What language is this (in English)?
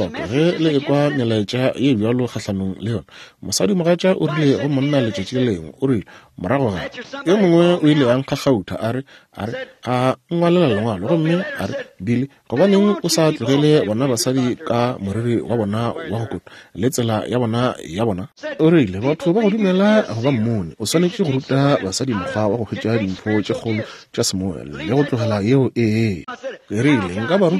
Northern Sotho